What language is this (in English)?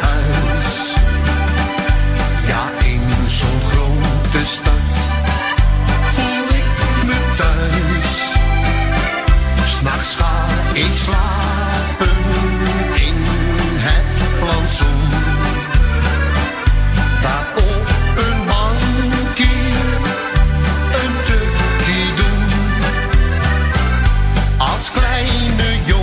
Dutch